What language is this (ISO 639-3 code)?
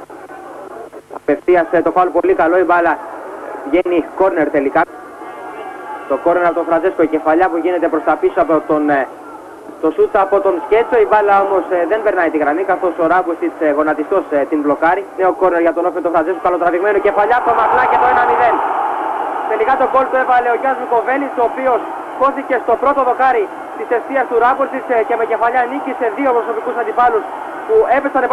ell